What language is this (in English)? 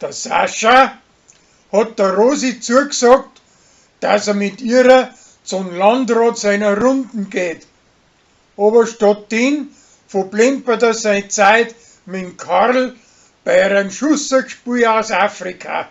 Bavarian